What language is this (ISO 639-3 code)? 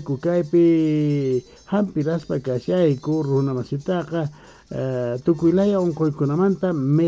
que